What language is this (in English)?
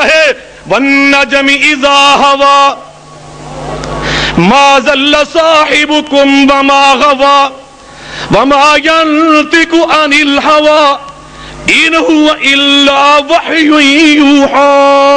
Urdu